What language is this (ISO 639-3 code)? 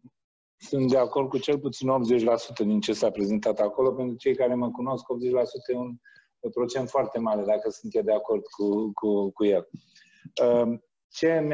ron